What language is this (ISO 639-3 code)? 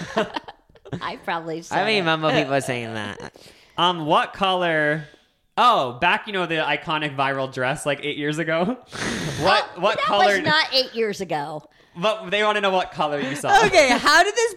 eng